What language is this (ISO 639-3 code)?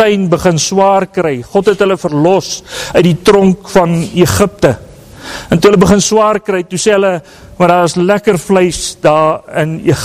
afr